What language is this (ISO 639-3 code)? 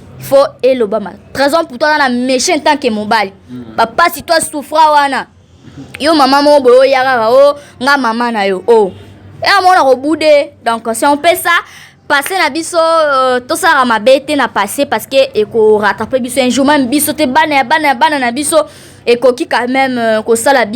lin